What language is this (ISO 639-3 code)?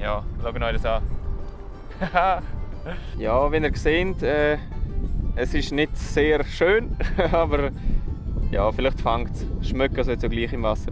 gsw